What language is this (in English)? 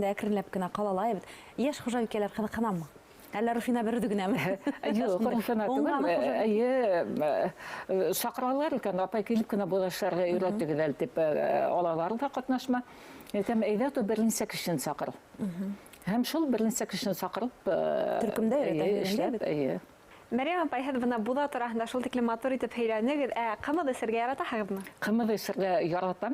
Bashkir